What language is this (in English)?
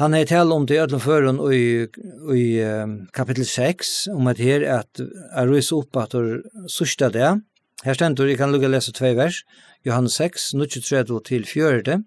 Faroese